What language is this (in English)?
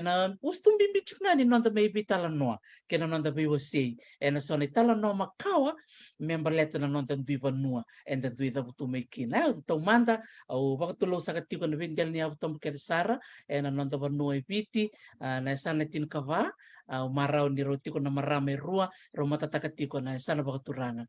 Fijian